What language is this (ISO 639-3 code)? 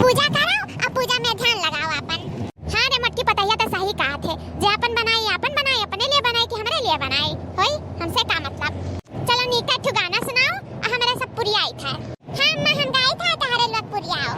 awa